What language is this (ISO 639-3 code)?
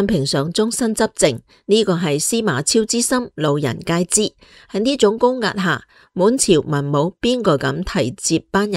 yue